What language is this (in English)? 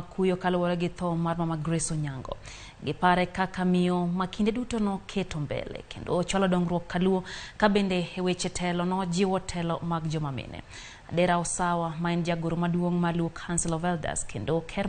Luo (Kenya and Tanzania)